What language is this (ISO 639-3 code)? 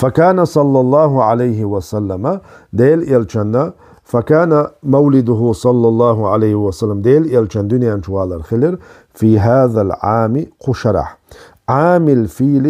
che